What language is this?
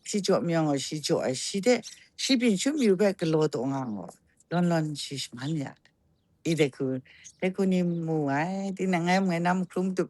Kachin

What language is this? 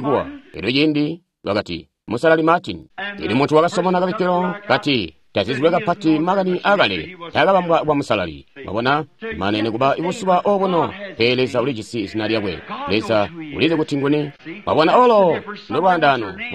Tonga (Zambia)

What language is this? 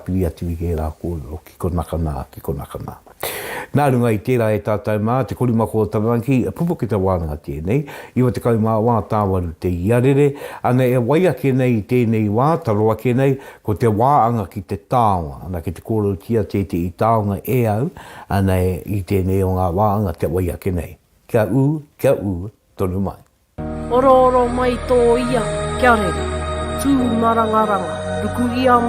Māori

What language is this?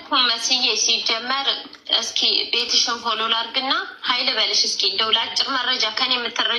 Amharic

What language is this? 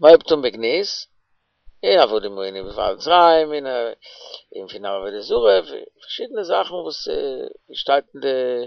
Yiddish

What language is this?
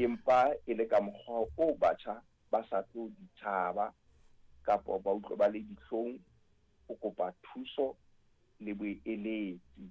Southern Sotho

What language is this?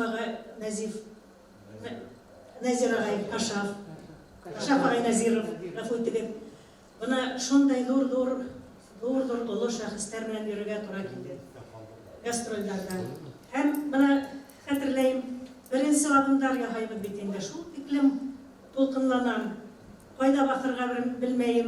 Bashkir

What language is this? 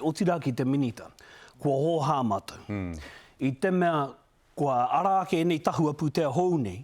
Māori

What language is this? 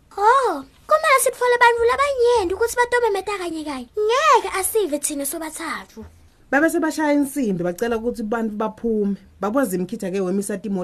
Swati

